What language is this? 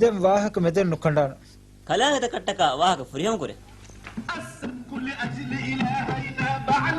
Divehi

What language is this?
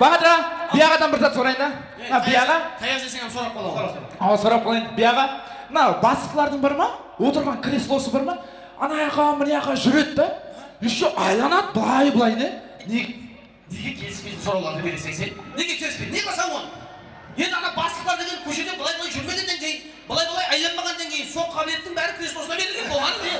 Kara-Kalpak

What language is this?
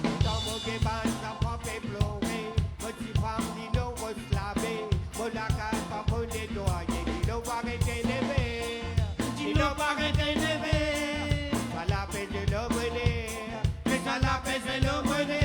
Morisyen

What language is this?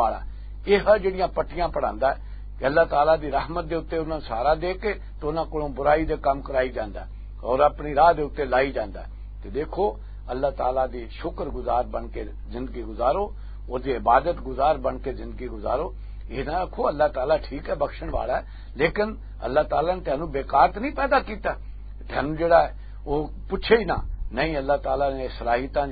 Western Panjabi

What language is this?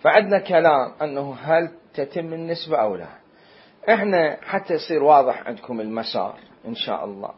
Mesopotamian Arabic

